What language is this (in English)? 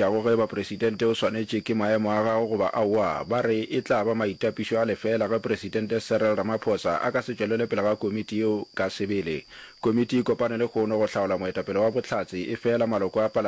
Northern Sotho